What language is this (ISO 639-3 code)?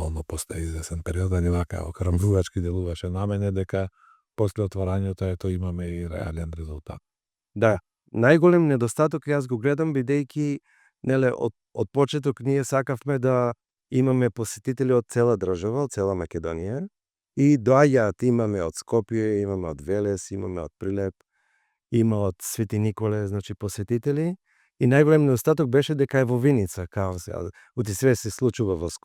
mkd